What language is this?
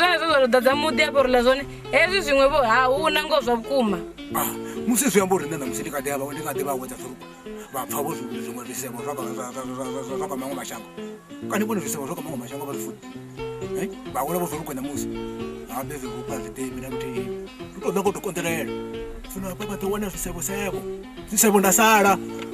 Venda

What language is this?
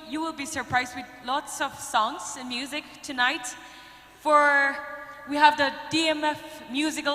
Tangkhul Naga (India)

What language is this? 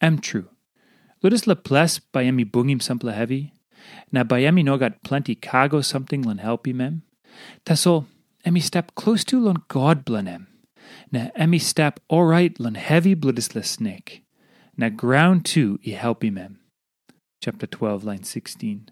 Tok Pisin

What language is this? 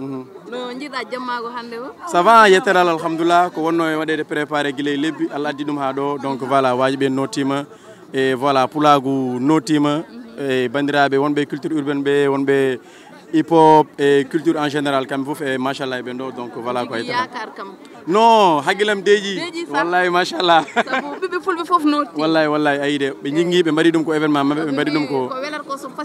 Fula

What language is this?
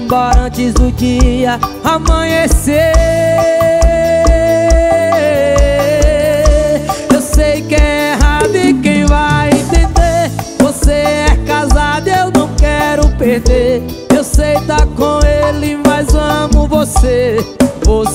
Portuguese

